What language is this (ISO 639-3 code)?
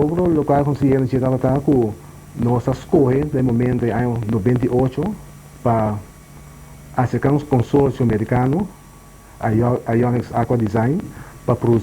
pap